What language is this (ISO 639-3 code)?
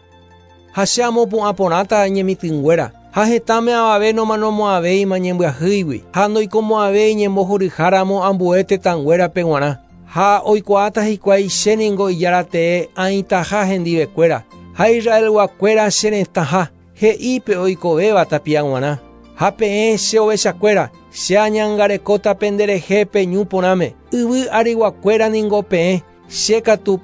grn